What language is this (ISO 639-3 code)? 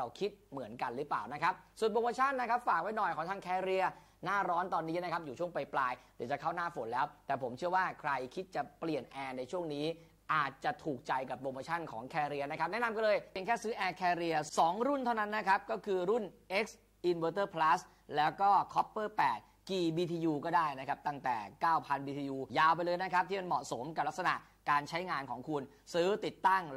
tha